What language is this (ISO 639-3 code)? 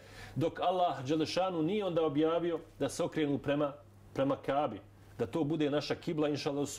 bos